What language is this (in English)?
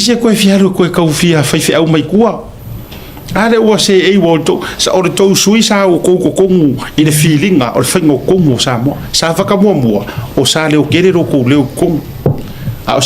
Samoan